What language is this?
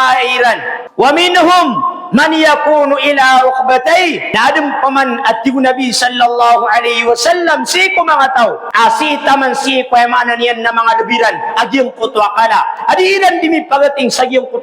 Maranao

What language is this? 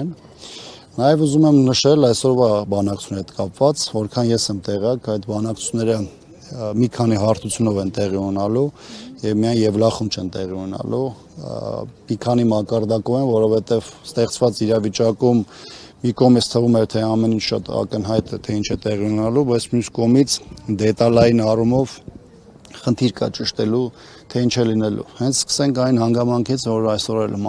Armenian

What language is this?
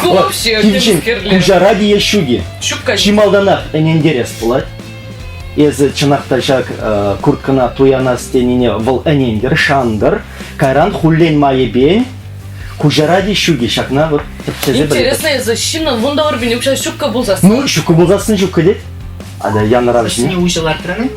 Chuvash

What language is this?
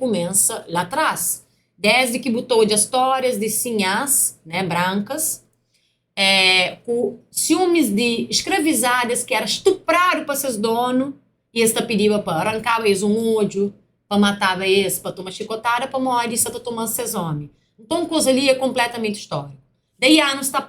Kabuverdianu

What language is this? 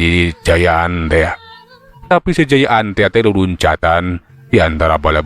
Sundanese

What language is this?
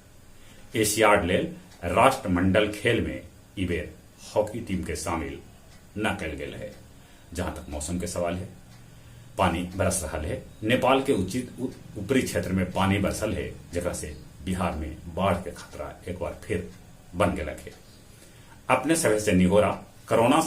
Magahi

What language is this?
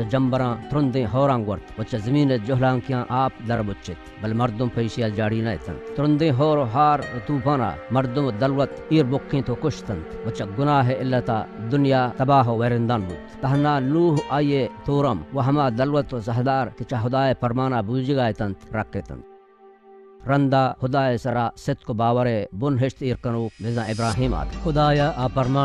Baluchi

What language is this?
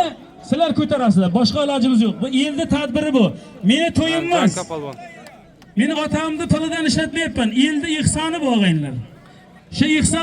Uzbek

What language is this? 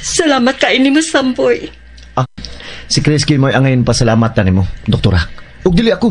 Cebuano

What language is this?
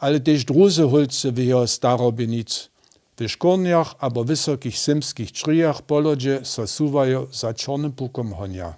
Upper Sorbian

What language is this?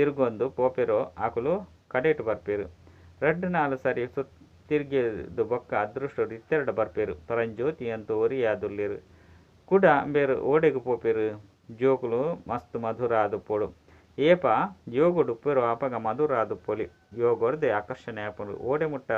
Tulu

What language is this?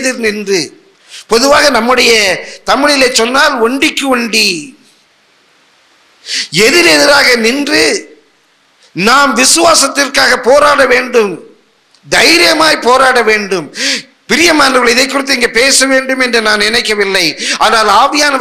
Tamil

